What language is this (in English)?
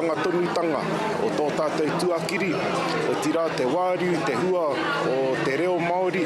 Māori